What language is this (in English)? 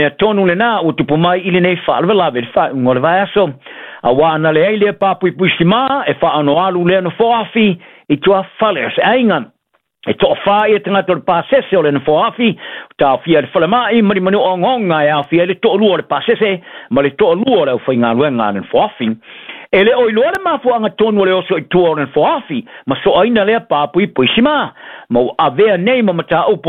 Samoan